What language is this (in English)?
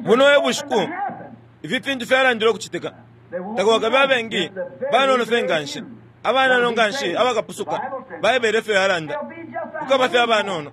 Bemba